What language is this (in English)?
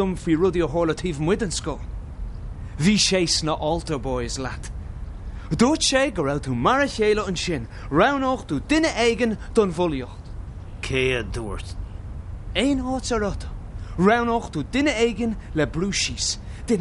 Irish